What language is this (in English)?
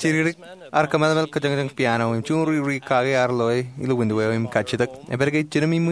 Marshallese